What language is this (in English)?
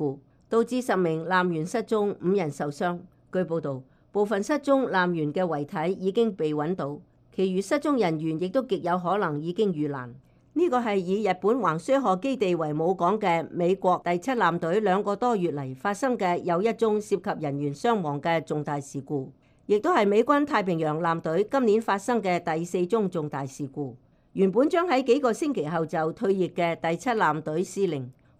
Cantonese